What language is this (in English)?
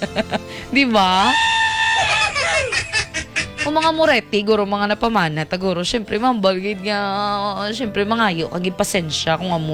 Hiligaynon